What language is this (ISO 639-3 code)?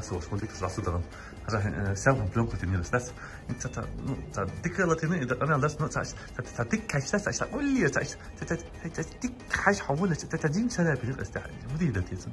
che